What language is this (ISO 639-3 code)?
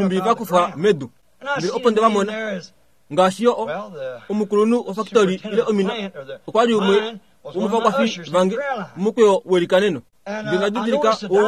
kua